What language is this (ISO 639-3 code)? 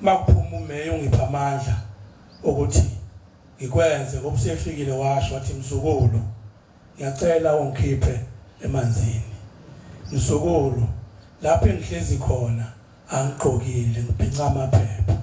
zul